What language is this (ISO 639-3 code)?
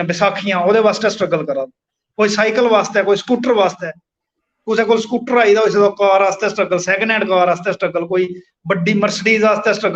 doi